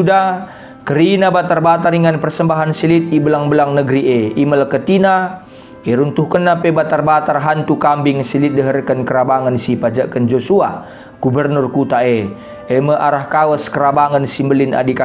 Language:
Batak Karo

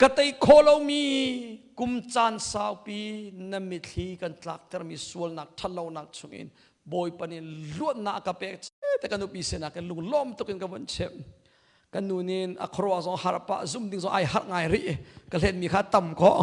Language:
Hakha Chin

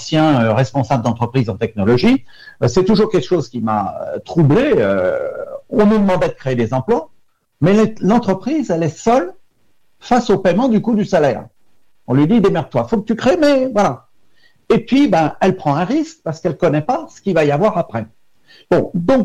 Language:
French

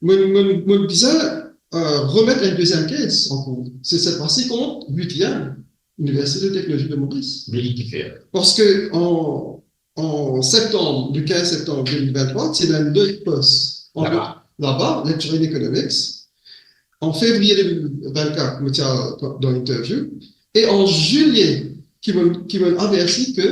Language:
Morisyen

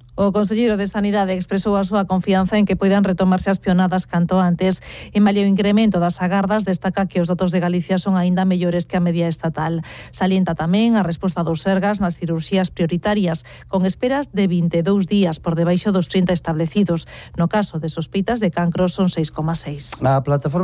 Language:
Galician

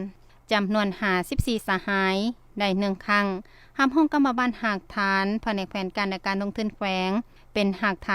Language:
Lao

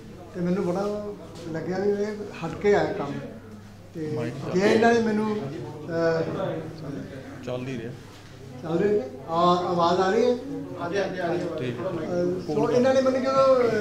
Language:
Punjabi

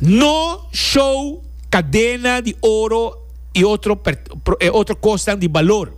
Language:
Papiamento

